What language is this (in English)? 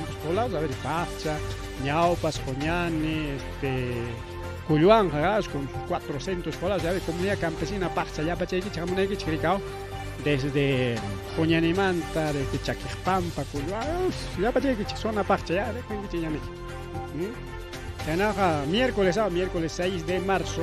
Ayacucho Quechua